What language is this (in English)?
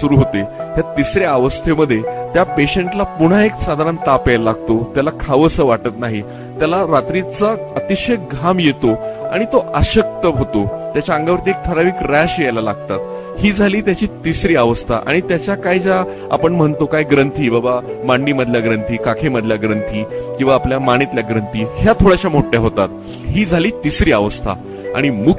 Marathi